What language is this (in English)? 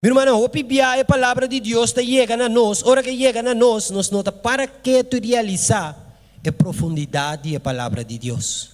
Papiamento